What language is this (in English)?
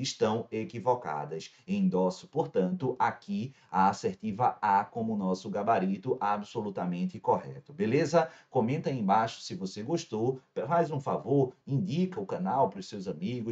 Portuguese